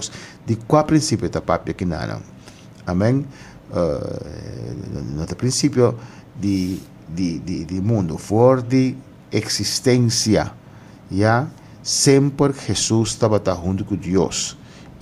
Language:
Papiamento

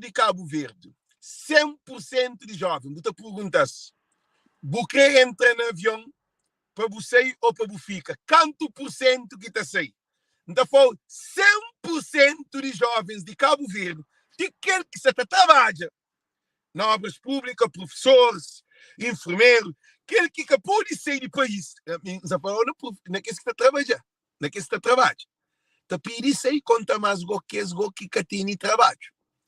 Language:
Kabuverdianu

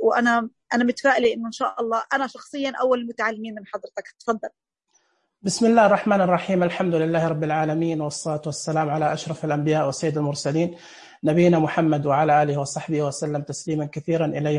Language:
Najdi Arabic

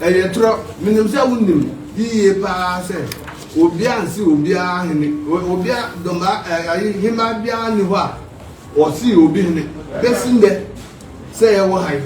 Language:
Akan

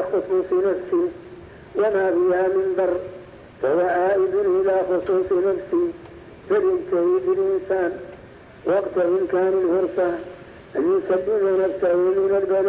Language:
Arabic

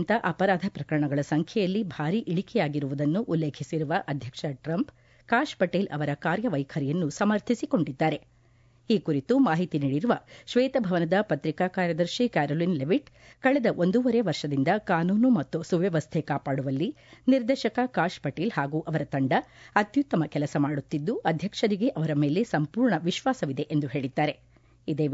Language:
Kannada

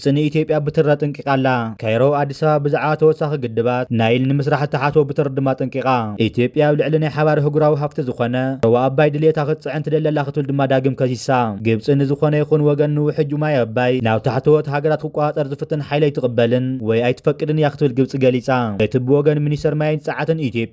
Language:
Tigrinya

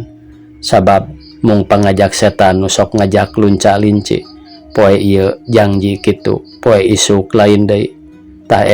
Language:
Sundanese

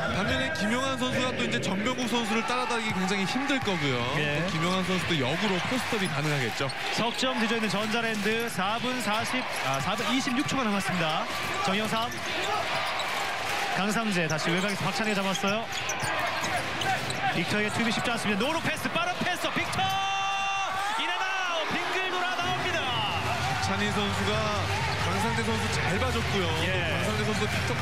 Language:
Korean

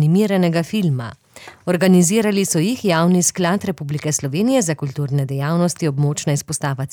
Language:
Slovenian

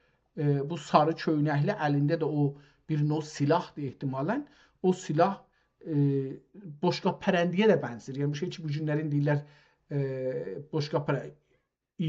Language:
South Azerbaijani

